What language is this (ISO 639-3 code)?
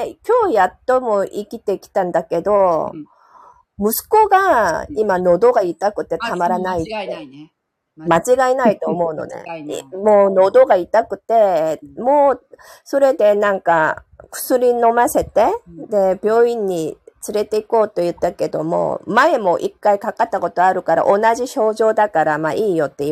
jpn